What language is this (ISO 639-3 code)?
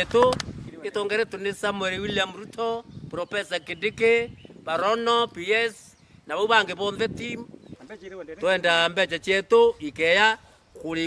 mer